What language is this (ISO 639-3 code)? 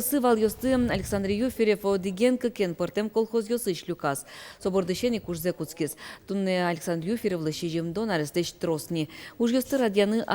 udm